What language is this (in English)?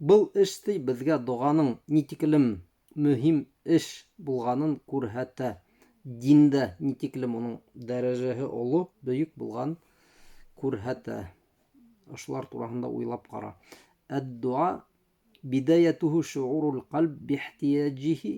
Bashkir